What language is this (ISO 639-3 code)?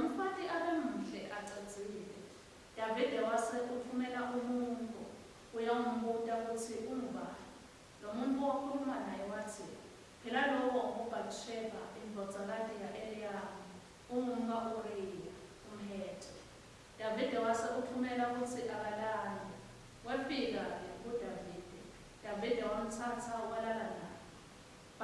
ssw